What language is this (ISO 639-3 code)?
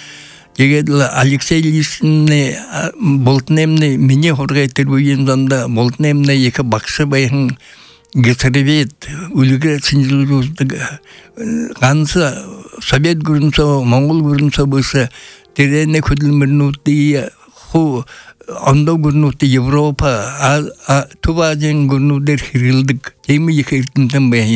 bua